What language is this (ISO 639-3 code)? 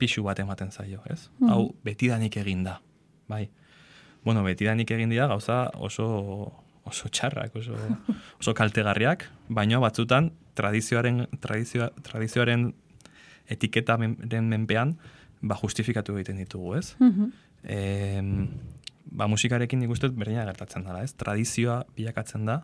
eus